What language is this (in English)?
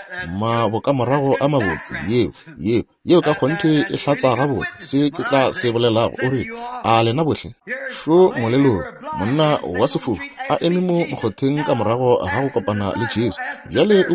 Northern Sotho